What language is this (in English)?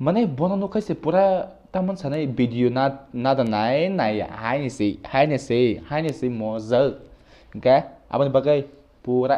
Kok Borok